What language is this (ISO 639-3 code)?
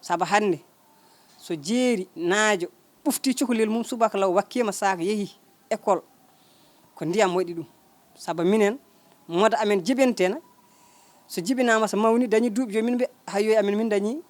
ful